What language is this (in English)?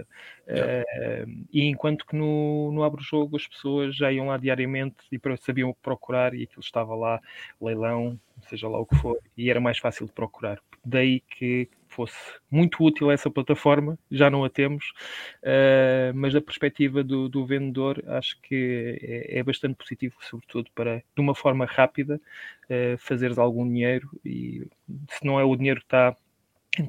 Portuguese